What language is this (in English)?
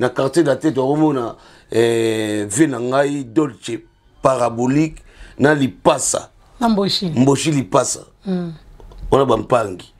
Lingala